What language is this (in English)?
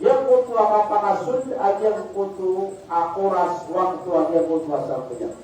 Maranao